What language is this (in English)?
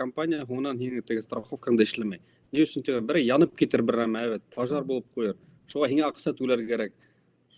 Bashkir